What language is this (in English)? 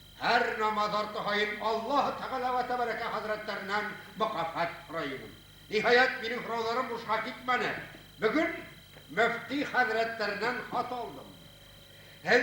Bashkir